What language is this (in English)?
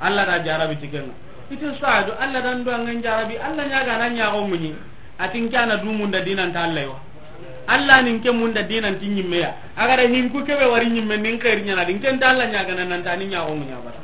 Soninke